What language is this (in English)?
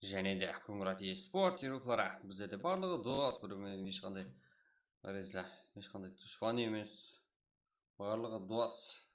Kara-Kalpak